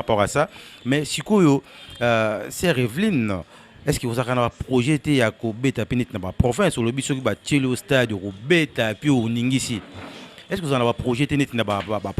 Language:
Lingala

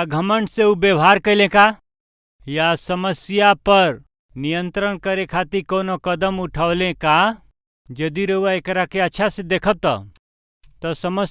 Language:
Bhojpuri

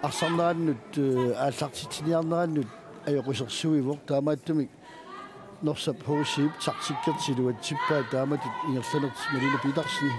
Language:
Kalaallisut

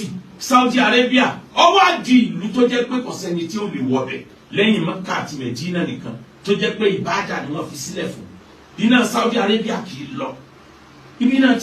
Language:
Yoruba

